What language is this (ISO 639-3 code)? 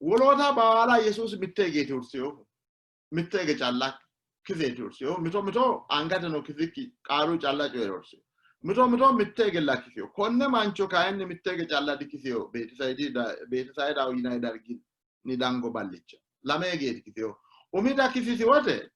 sid